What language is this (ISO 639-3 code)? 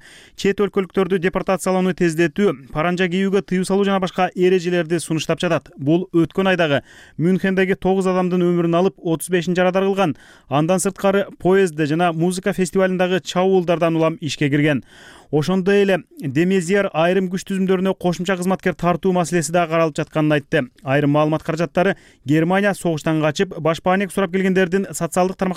kir